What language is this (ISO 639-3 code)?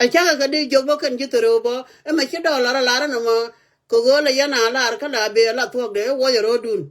nus